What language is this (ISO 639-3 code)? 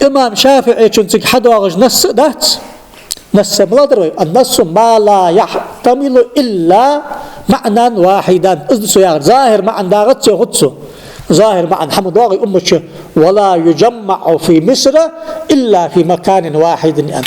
inh